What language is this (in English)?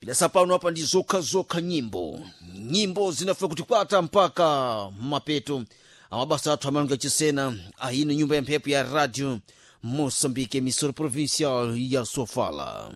Sena